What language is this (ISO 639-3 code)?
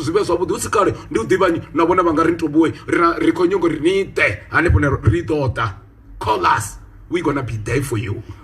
ven